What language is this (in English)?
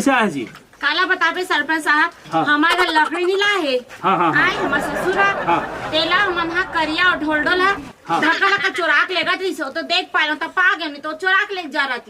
Chhattisgarhi